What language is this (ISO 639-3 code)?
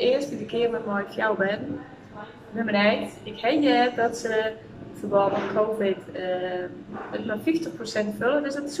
fry